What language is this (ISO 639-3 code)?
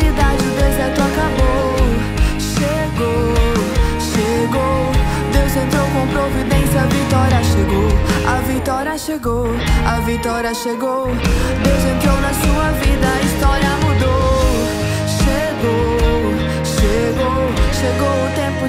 por